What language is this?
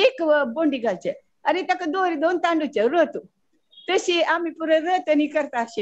Konkani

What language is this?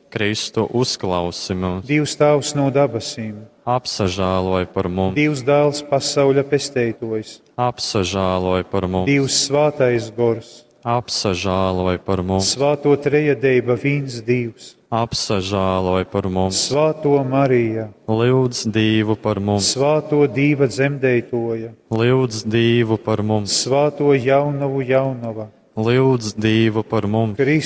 Latgalian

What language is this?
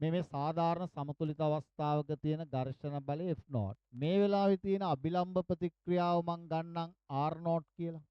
Sinhala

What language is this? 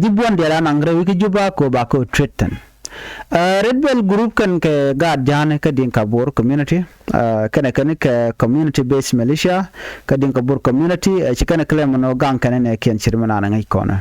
Nuer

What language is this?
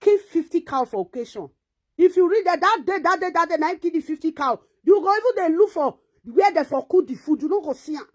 Nigerian Pidgin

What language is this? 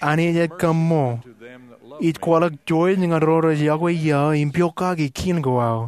Marshallese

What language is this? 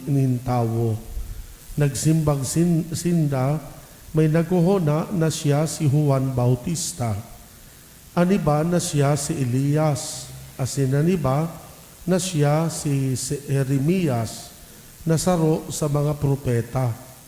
Bikol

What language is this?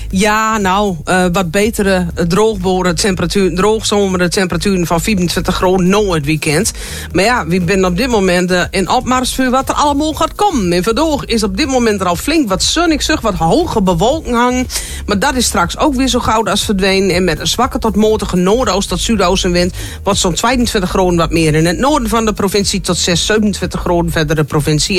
Dutch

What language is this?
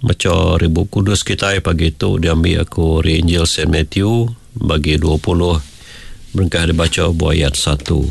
Iban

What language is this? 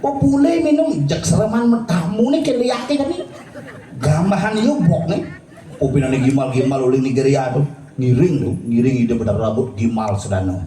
Balinese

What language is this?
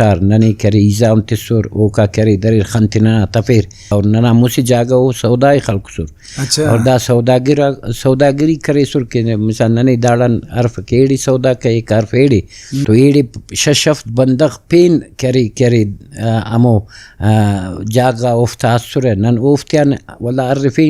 Brahui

